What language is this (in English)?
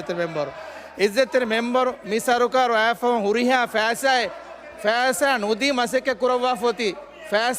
Divehi